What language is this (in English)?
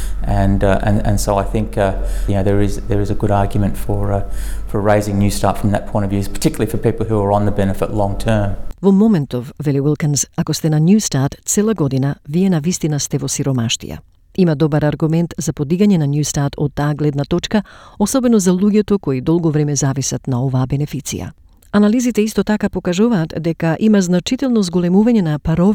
Macedonian